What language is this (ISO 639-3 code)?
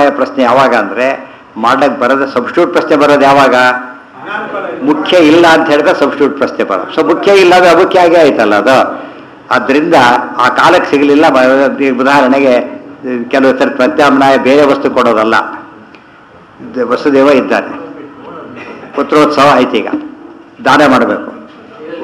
kan